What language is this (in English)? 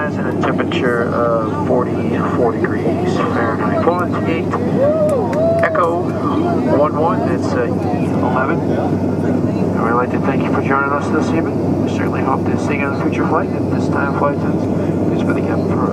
English